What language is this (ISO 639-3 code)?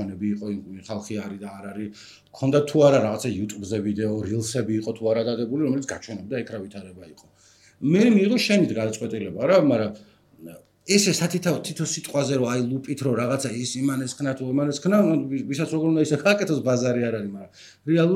kat